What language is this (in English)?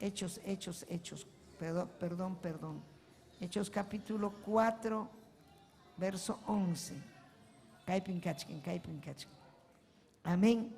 Ayacucho Quechua